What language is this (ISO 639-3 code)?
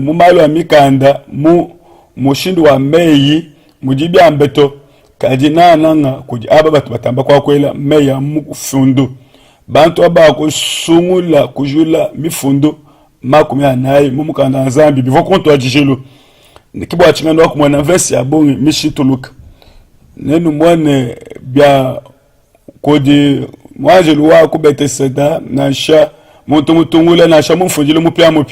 lua